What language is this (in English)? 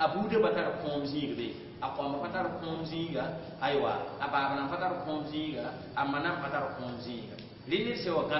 Mossi